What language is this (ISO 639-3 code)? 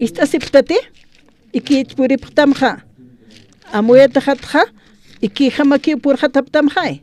aym